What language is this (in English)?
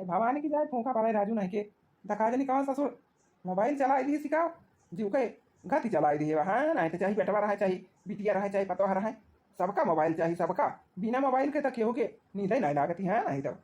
Awadhi